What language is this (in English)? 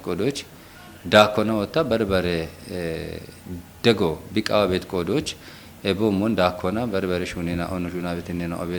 Kafa